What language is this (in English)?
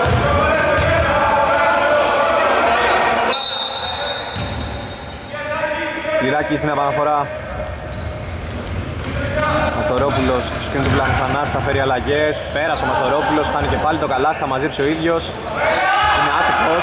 Greek